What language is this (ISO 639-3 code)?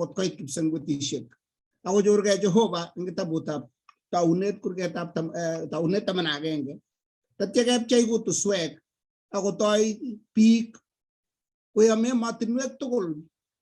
kln